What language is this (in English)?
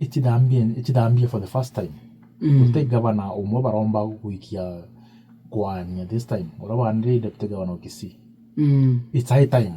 Meru